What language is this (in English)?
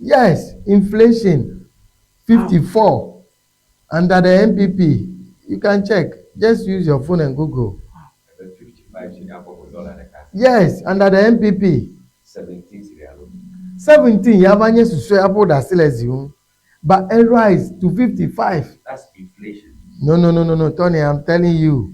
Ewe